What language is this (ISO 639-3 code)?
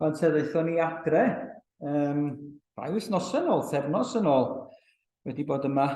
cym